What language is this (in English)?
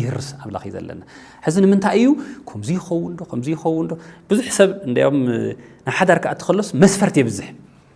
Tigrinya